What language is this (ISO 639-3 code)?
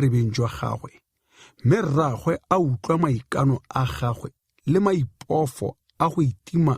tsn